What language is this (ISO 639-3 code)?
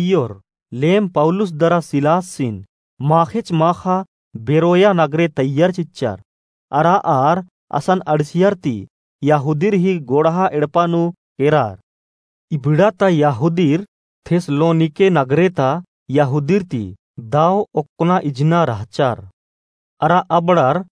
kru